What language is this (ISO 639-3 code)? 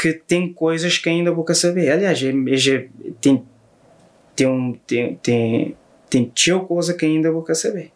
kea